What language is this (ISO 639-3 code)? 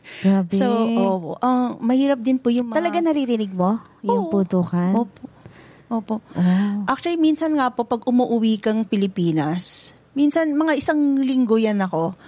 fil